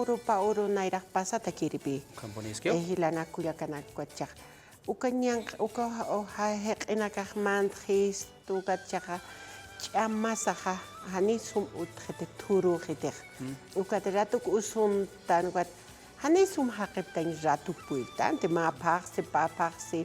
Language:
Aymara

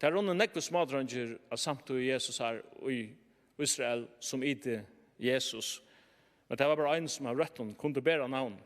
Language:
Faroese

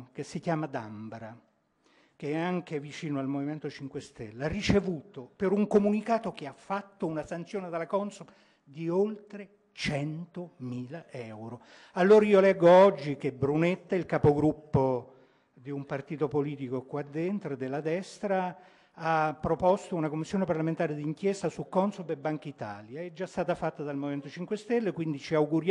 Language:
Italian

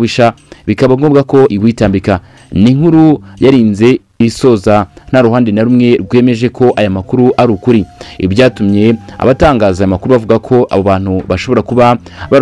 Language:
Kinyarwanda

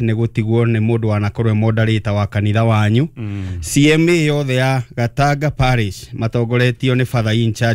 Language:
Kikuyu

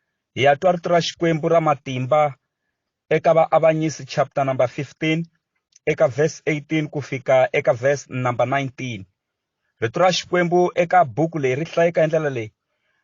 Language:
Tsonga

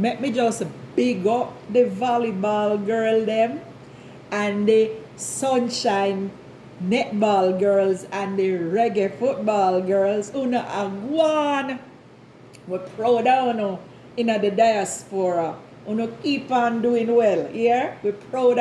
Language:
Jamaican Creole English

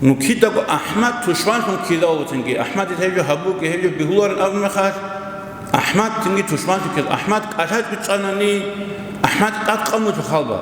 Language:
Avaric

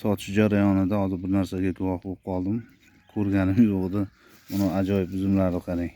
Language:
Uzbek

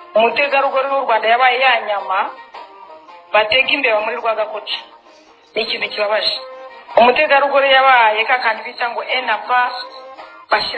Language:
Kinyarwanda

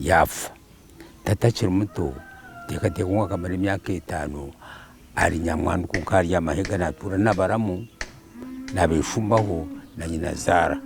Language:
Nyankole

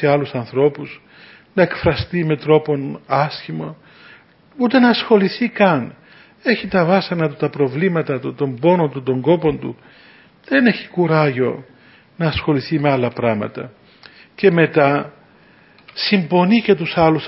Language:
Greek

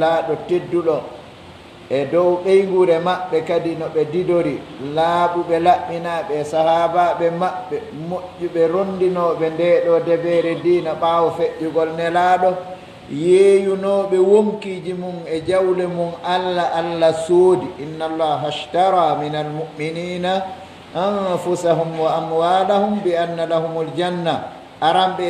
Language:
Pular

